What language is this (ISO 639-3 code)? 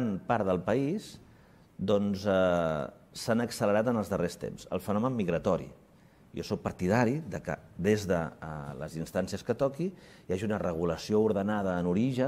cat